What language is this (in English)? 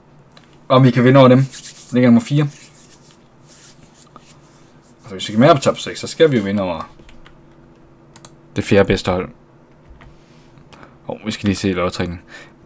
Danish